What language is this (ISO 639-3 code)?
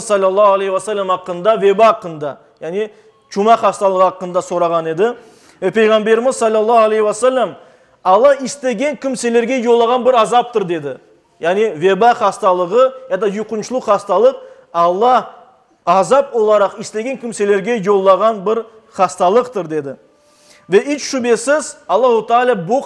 crh